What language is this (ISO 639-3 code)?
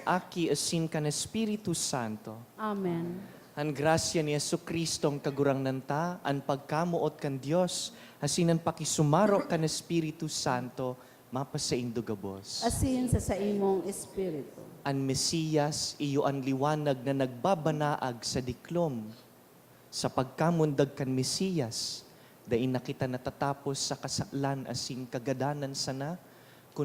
bik